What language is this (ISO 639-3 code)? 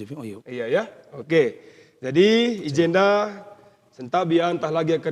btx